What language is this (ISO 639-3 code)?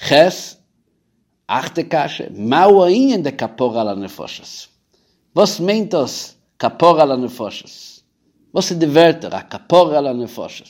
yid